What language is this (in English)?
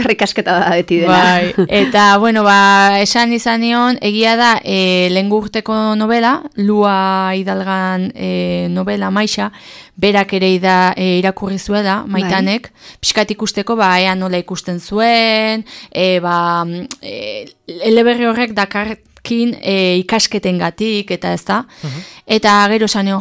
Basque